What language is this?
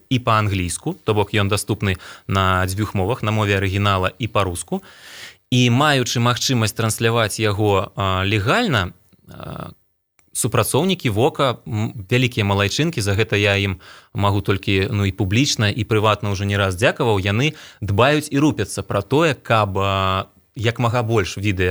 Belarusian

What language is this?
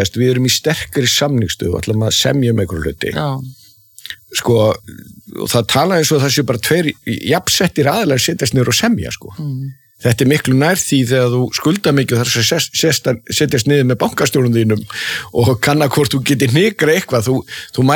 Icelandic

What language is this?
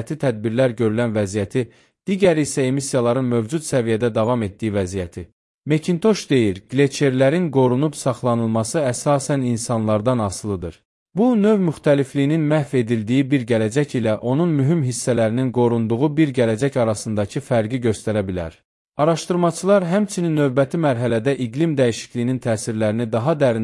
Azerbaijani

